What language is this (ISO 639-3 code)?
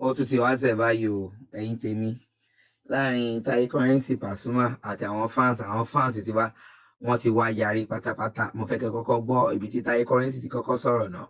yor